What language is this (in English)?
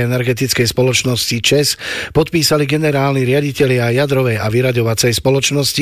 Slovak